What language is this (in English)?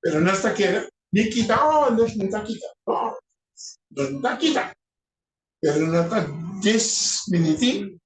Papiamento